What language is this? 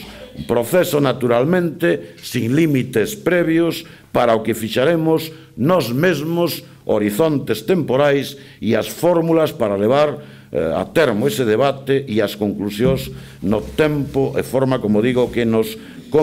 Galician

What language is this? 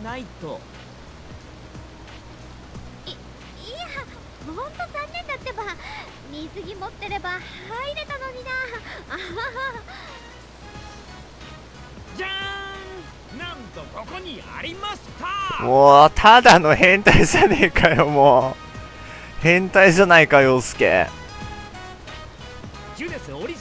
Japanese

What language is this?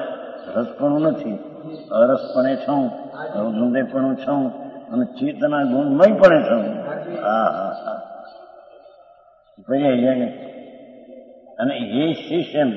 Gujarati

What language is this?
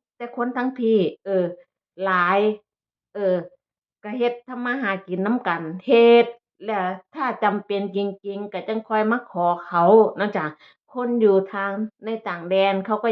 Northeastern Thai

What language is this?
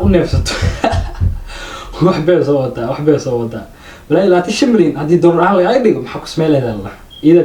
Somali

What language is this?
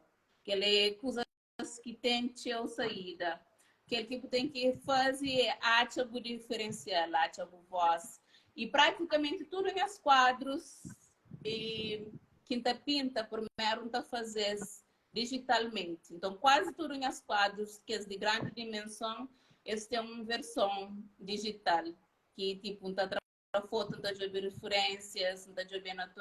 Kabuverdianu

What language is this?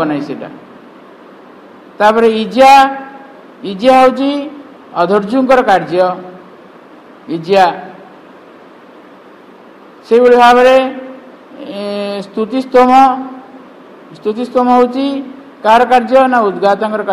Odia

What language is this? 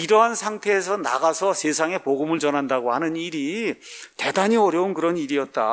Korean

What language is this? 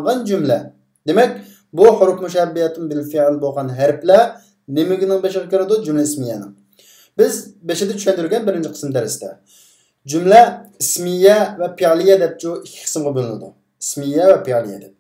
Uyghur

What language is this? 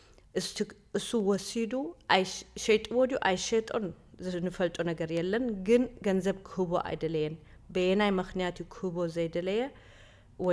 Tigrinya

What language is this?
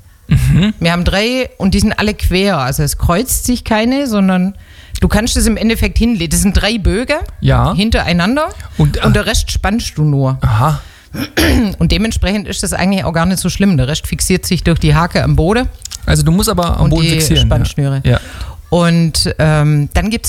German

